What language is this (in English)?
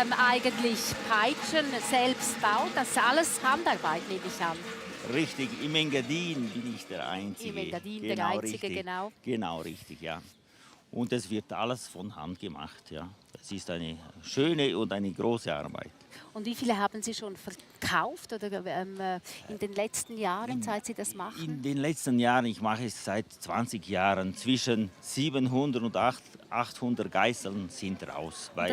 Romansh